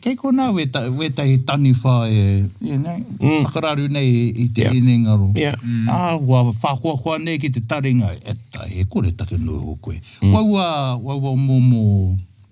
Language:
Māori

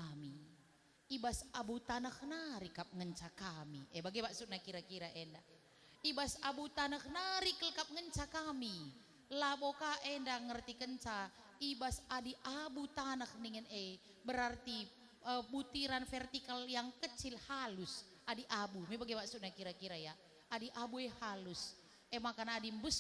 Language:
Batak Karo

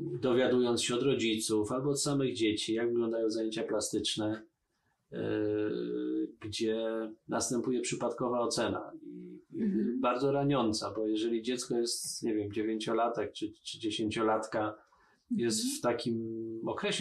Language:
Polish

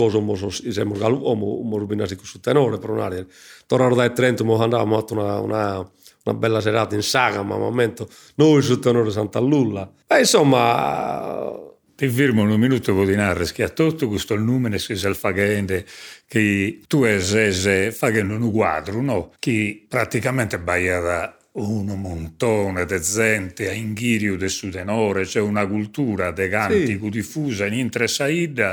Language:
Sardinian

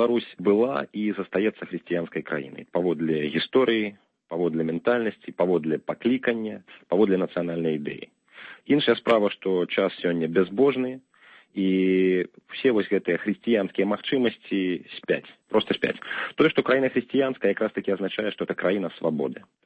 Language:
Belarusian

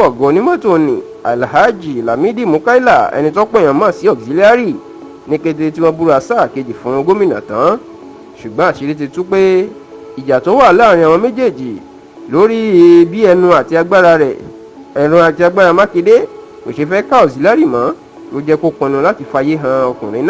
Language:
Yoruba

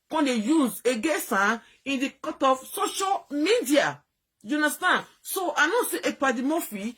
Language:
Nigerian Pidgin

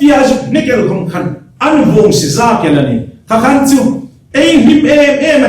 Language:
Hmar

